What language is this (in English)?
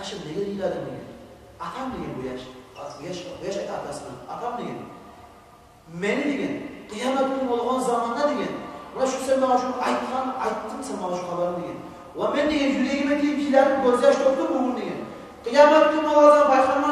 Kumyk